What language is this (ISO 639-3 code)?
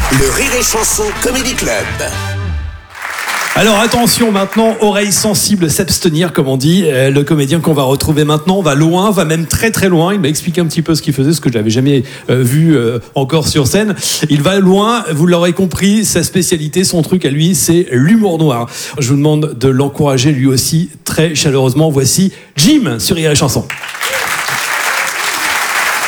fra